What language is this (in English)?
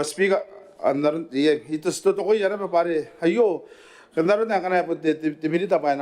Gilbertese